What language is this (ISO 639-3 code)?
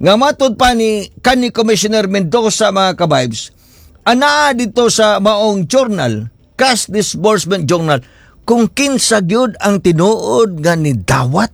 ceb